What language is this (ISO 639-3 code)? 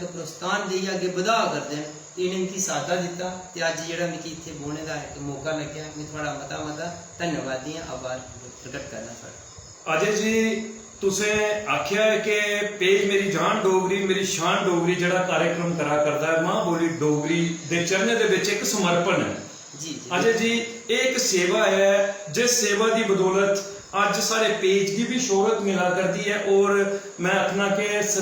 doi